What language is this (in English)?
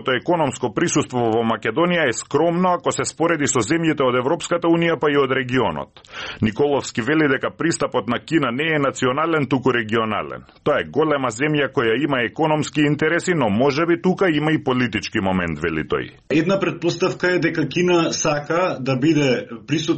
Macedonian